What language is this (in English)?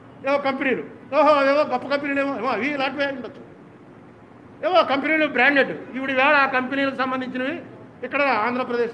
Telugu